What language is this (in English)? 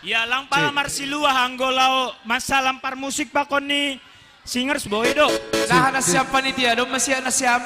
Batak Simalungun